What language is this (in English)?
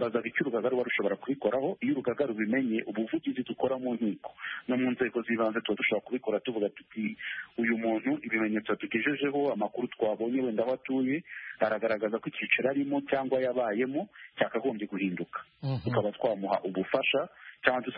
Kinyarwanda